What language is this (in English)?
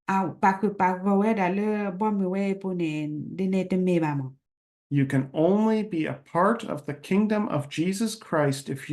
S'gaw Karen